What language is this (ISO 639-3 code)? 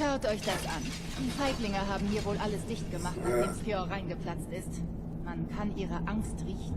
gsw